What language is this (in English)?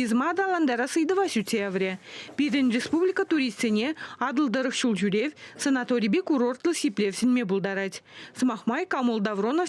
Chuvash